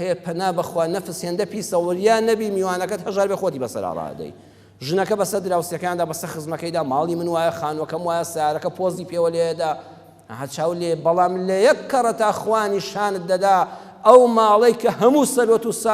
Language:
Central Kurdish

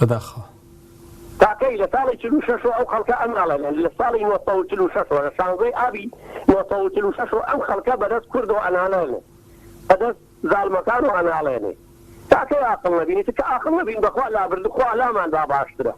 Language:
Central Kurdish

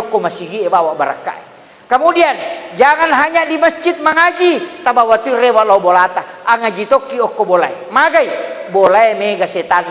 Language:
Buginese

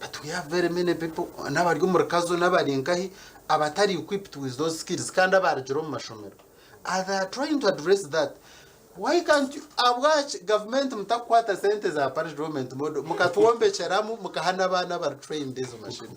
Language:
Nyankole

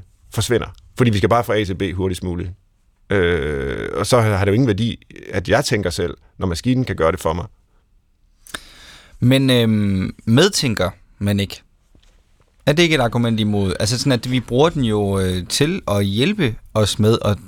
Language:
Danish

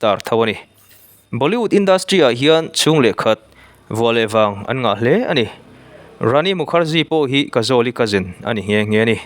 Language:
Mizo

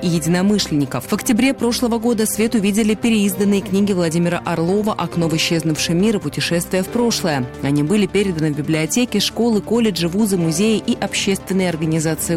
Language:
Russian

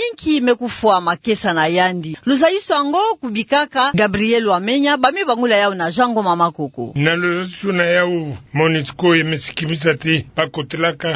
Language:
Kituba (Democratic Republic of Congo)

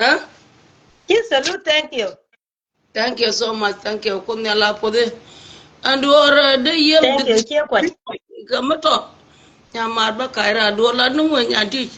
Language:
Nuer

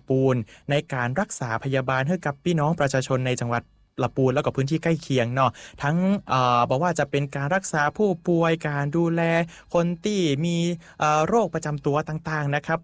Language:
Thai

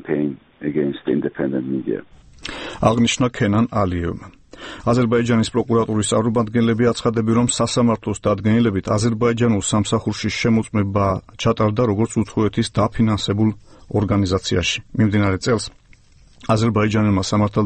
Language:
Georgian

